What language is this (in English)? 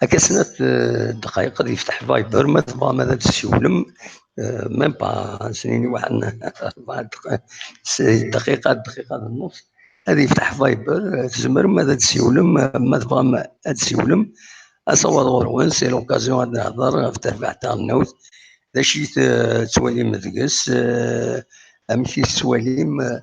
Kabyle